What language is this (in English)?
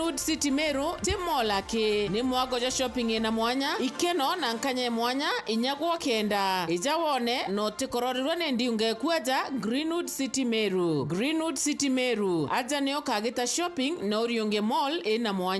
Meru